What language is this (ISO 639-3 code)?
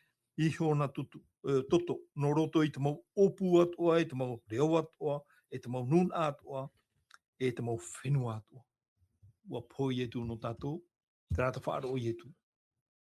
tah